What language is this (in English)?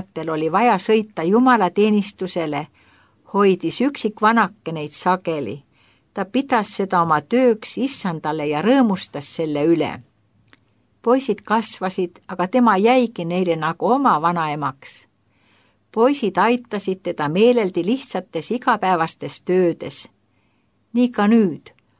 Estonian